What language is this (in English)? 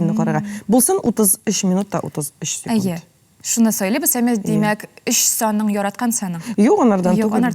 Tatar